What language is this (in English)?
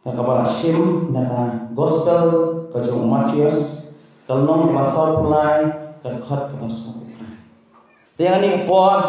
Khasi